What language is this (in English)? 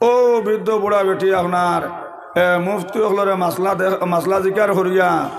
Sylheti